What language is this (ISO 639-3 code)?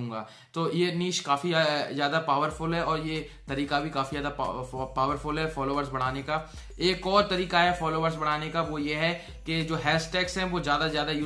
hin